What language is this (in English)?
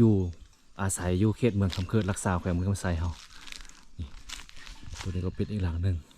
Lao